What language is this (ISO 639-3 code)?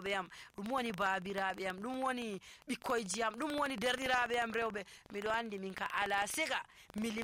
fuv